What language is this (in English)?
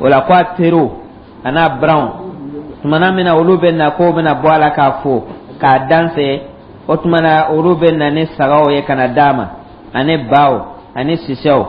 Dyula